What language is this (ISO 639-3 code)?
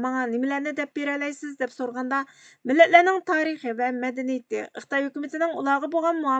uig